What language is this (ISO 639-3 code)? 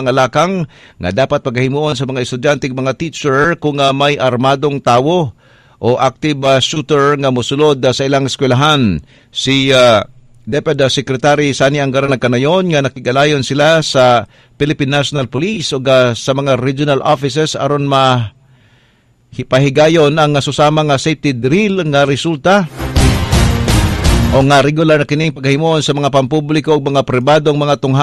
ceb